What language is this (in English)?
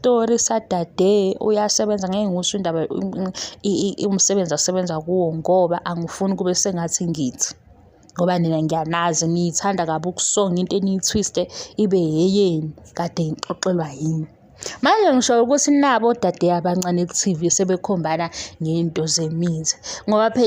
Zulu